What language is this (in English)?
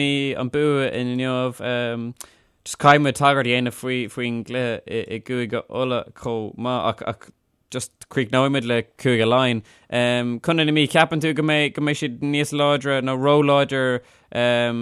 Irish